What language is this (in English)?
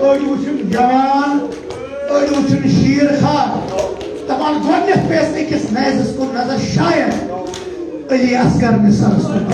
Kashmiri